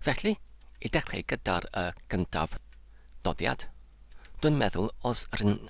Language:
Welsh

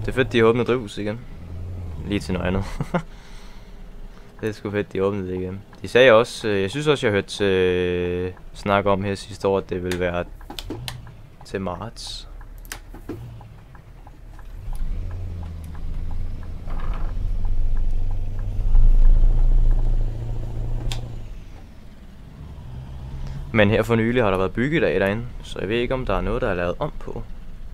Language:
Danish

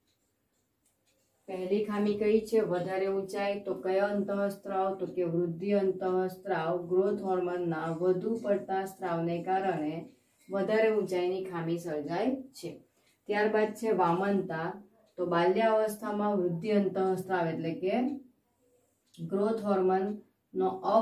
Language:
Gujarati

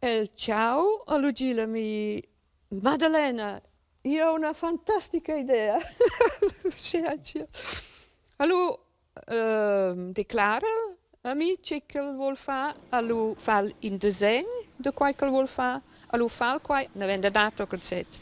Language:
Romansh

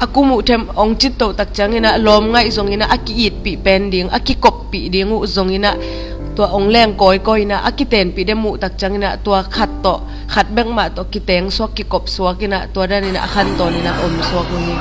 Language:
Tedim Chin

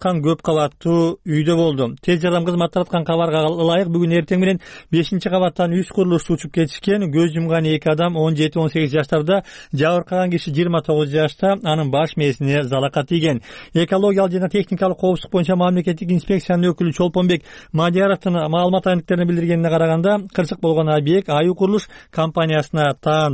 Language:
Kyrgyz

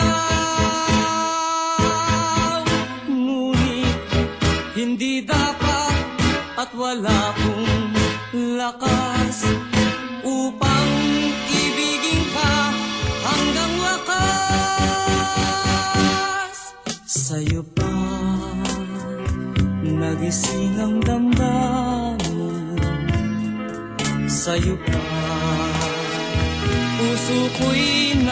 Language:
Filipino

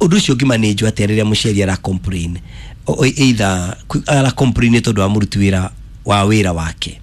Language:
Kikuyu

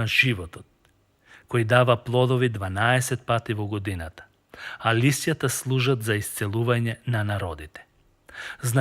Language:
Macedonian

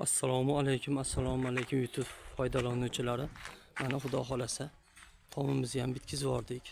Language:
Uzbek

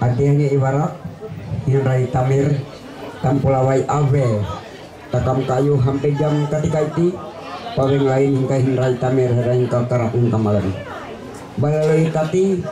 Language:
Ma'anyan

